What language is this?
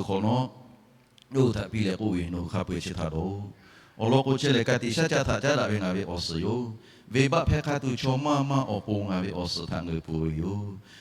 Lahu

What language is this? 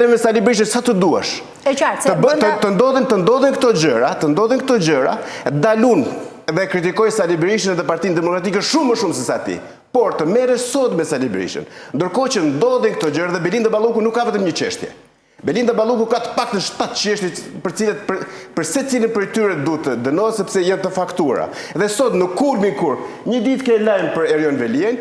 Albanian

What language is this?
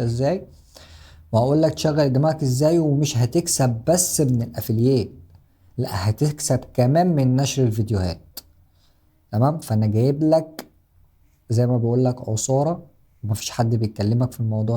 Egyptian Arabic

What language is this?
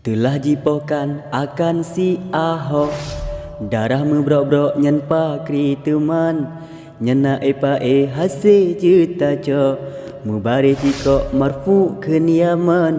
Achinese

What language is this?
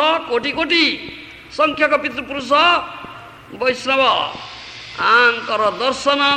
Odia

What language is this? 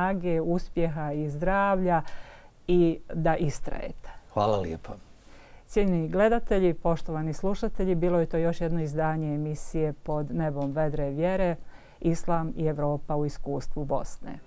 Bosnian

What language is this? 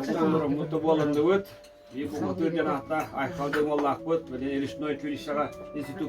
Yakut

